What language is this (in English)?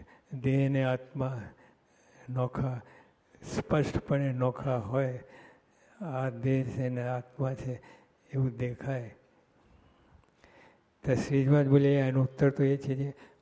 Gujarati